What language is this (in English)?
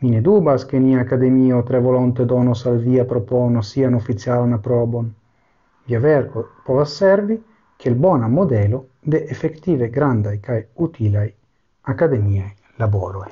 Esperanto